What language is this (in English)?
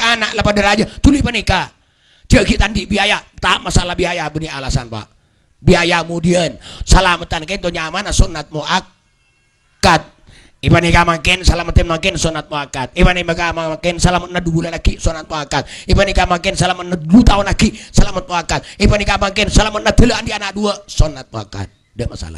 Madurese